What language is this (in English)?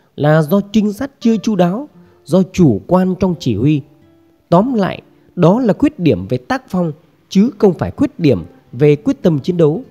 Vietnamese